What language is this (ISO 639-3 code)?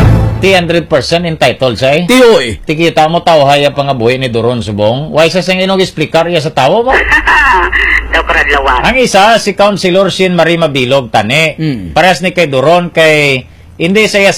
hil